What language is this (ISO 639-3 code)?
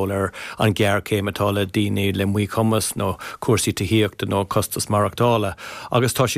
gle